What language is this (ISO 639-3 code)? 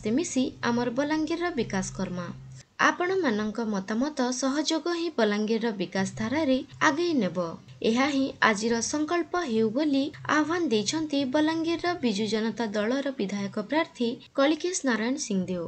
ori